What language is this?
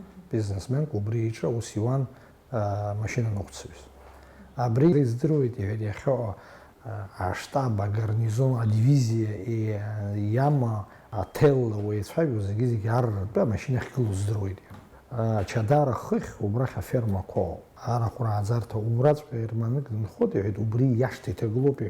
Abkhazian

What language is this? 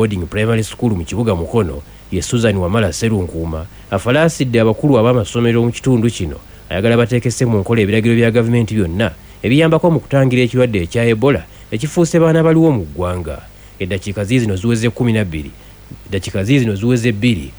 Ganda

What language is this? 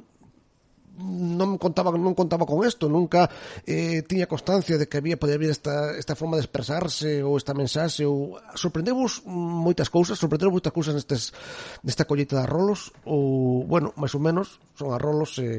Galician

